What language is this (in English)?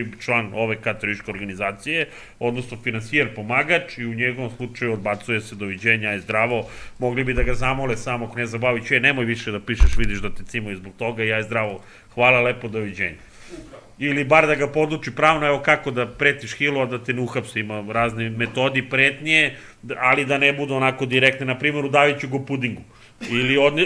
Serbian